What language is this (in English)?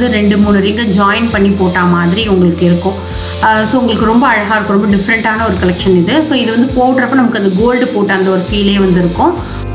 Tamil